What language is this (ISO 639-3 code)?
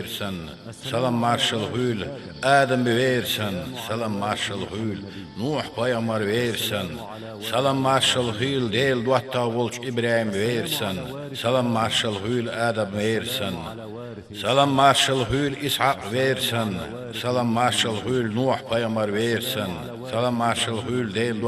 che